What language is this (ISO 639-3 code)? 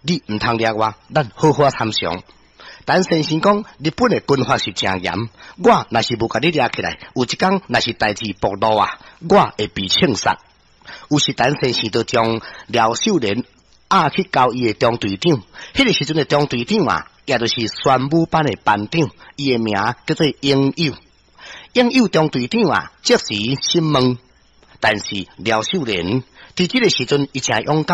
nan